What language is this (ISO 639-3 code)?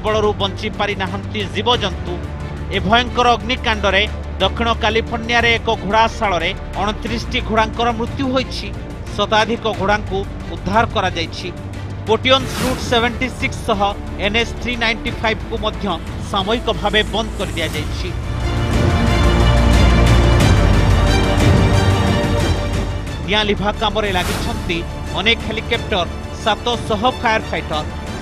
ori